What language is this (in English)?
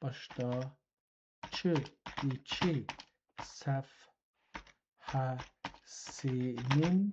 South Azerbaijani